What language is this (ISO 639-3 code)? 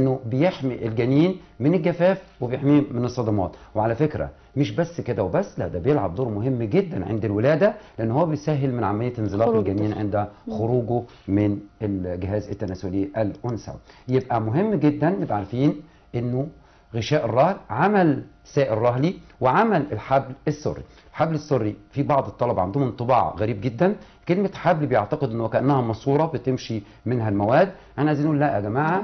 arz